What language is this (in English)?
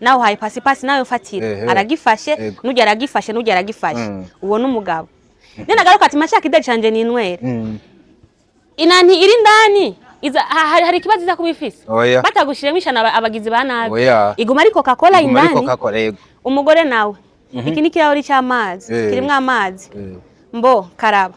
Rundi